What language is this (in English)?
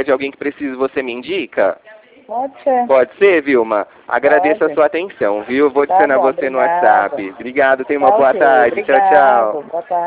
Portuguese